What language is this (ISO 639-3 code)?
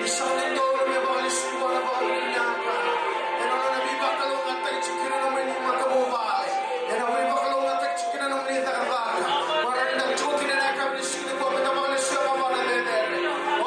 fij